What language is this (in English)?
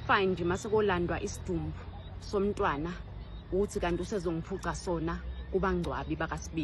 Zulu